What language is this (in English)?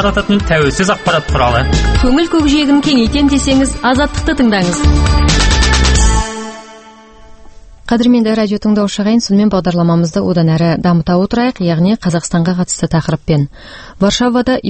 Kazakh